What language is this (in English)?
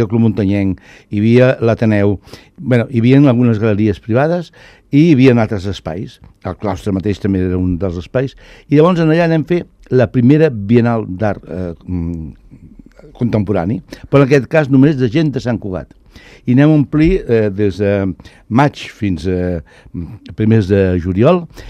Catalan